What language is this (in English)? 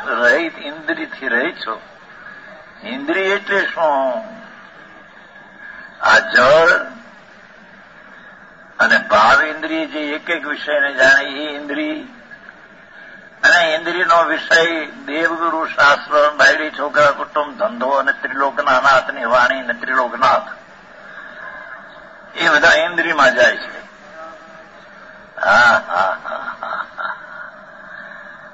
Gujarati